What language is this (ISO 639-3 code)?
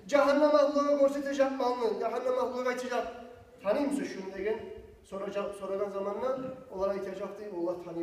kum